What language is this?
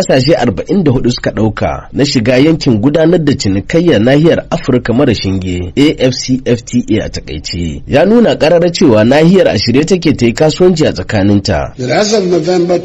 Hausa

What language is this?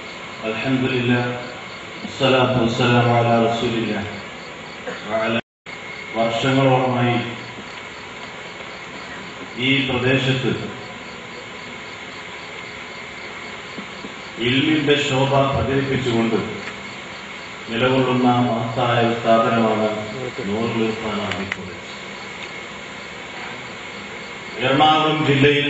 Malayalam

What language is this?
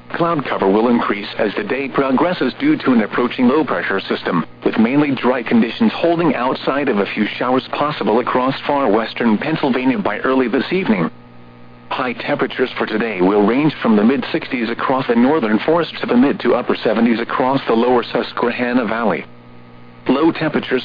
English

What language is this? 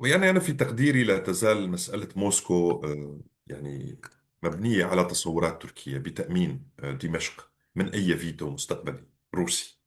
North Levantine Arabic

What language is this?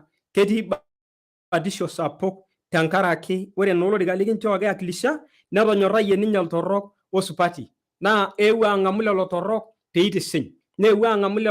Masai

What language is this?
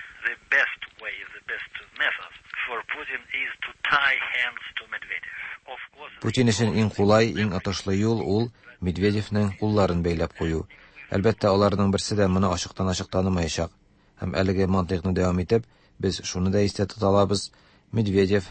Tatar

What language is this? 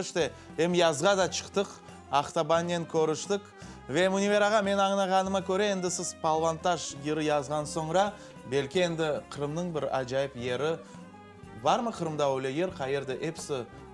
Crimean Tatar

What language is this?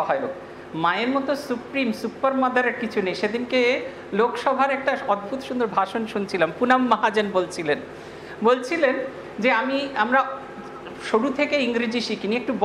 Bangla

